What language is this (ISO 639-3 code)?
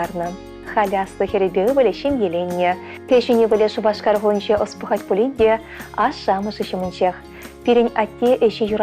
chv